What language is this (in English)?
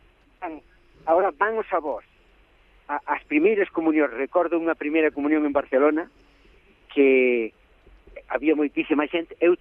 Galician